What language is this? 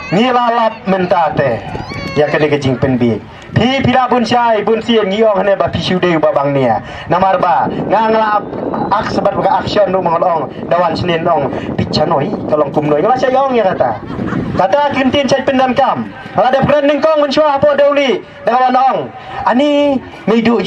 Khasi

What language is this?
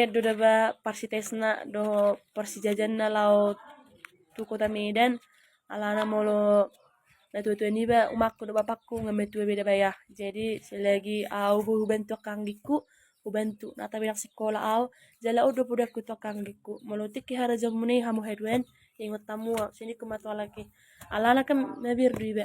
Batak Toba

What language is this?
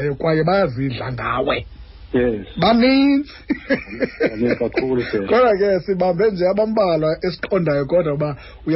Xhosa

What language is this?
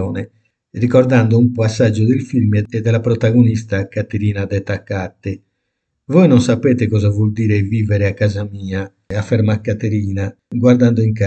Italian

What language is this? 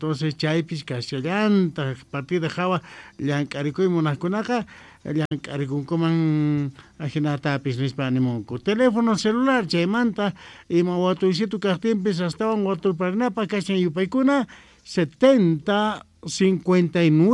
South Bolivian Quechua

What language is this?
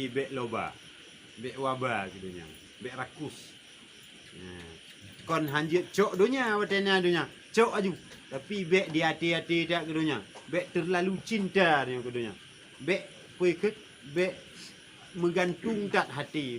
Achinese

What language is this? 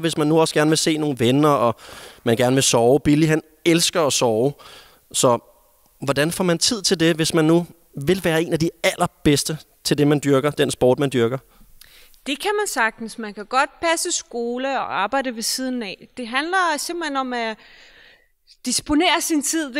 Danish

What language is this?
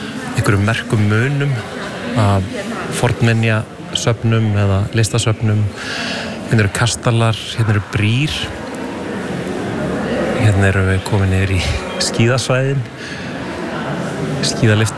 Icelandic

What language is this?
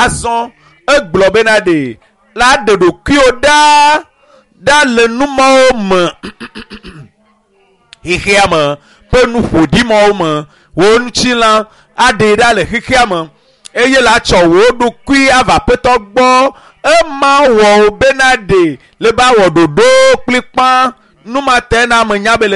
Ewe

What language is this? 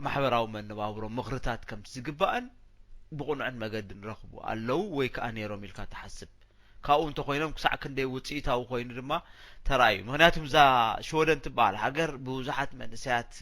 Tigrinya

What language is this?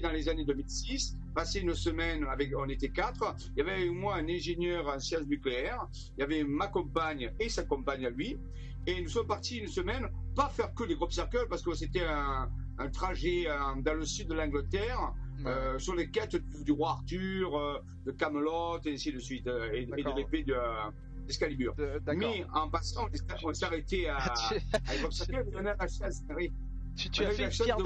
French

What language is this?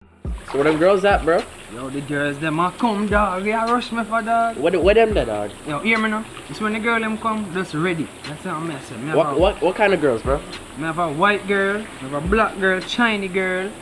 Jamaican Creole English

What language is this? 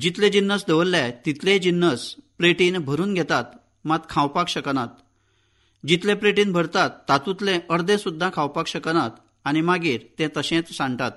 Konkani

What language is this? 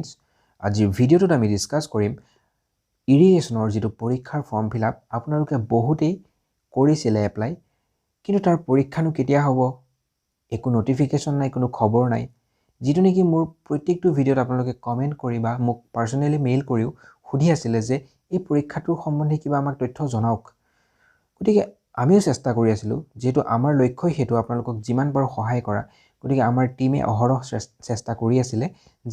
Assamese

